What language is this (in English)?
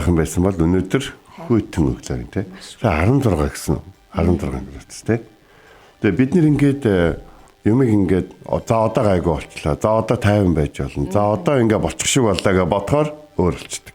Mongolian